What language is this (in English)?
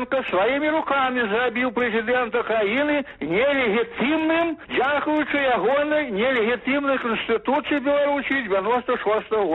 Belarusian